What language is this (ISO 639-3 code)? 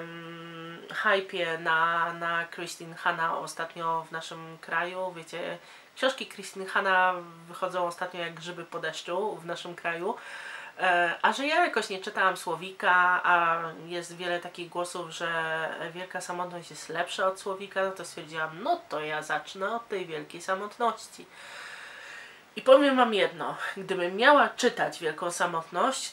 pol